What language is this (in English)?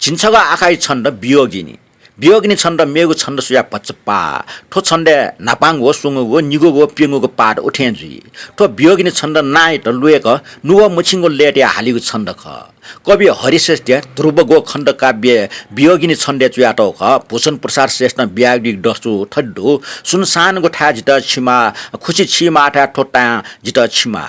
Newari